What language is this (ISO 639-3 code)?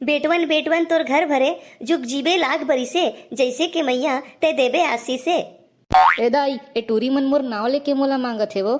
hne